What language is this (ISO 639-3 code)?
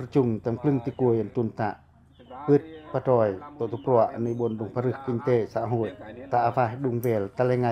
pac